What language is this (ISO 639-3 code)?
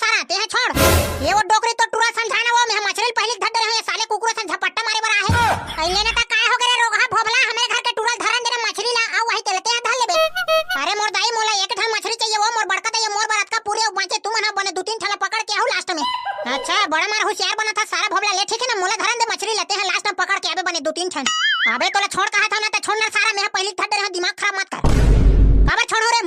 hne